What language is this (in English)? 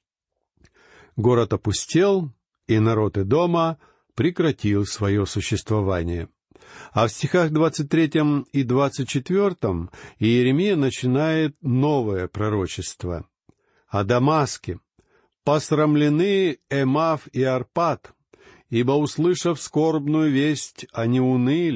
Russian